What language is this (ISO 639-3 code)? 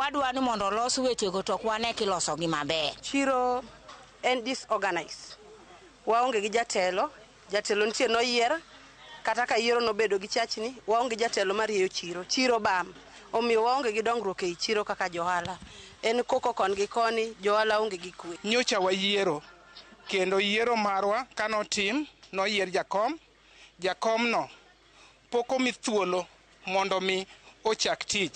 luo